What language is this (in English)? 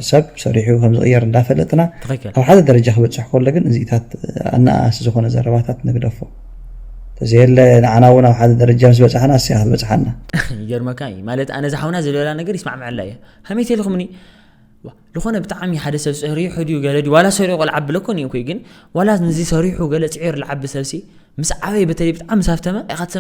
Tigrinya